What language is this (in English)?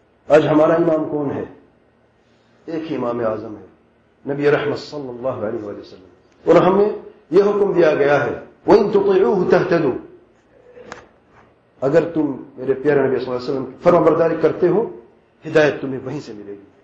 Urdu